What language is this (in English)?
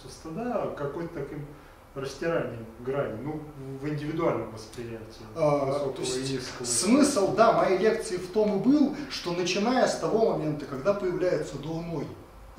Russian